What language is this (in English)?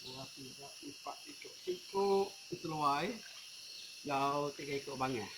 Iban